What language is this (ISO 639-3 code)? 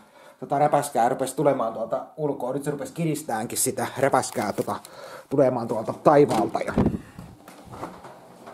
fin